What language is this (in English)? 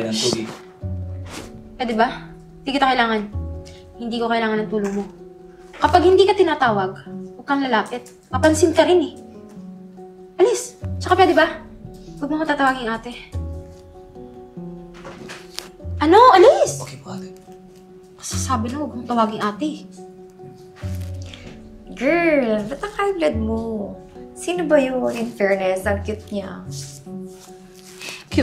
Filipino